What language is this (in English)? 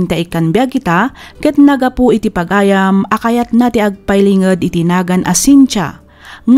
Iloko